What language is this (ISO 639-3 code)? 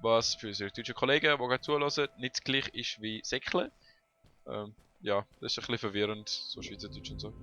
gsw